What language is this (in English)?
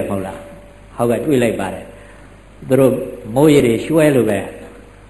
Burmese